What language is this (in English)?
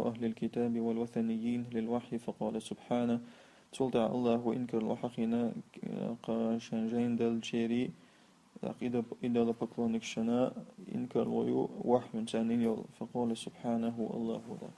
Chechen